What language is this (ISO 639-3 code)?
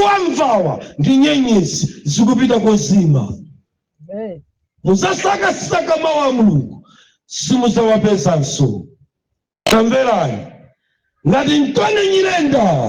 nya